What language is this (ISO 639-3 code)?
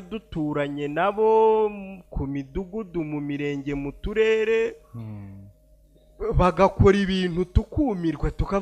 kin